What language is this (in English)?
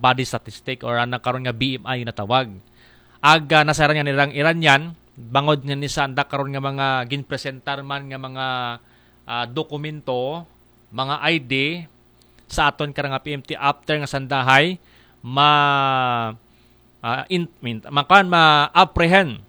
Aklanon